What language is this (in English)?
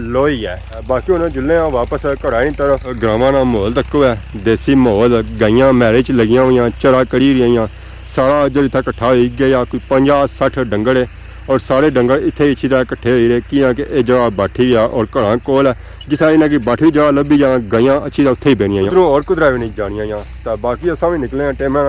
Pahari-Potwari